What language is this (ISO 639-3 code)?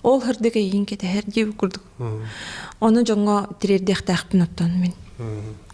sah